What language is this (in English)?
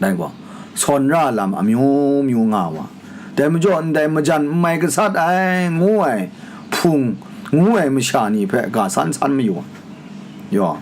Kachin